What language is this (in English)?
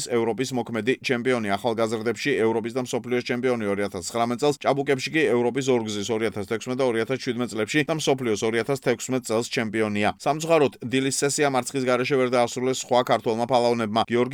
Georgian